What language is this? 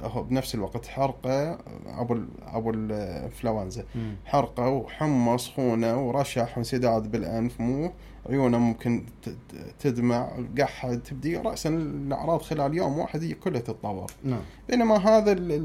Mesopotamian Arabic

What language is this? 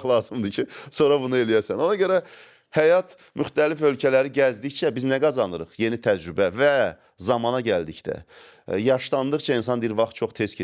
Azerbaijani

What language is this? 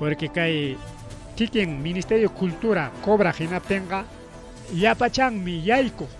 Ayacucho Quechua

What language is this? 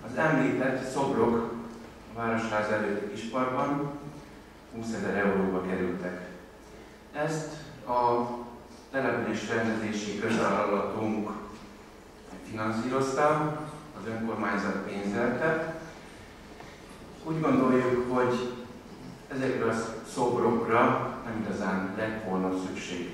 Hungarian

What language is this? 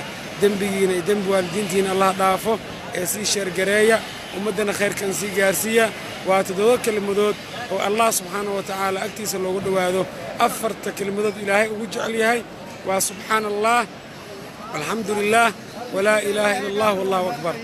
Somali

